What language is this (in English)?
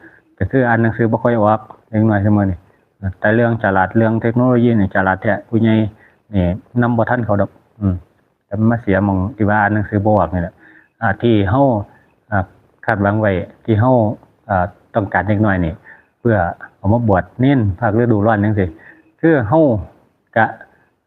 Northeastern Thai